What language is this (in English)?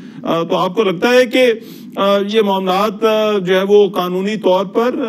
Urdu